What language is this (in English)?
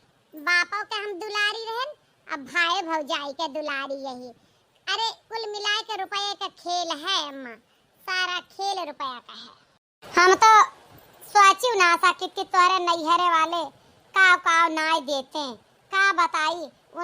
Awadhi